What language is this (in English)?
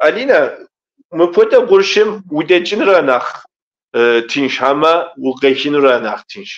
Kabardian